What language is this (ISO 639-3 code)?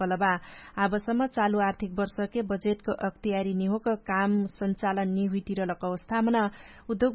thl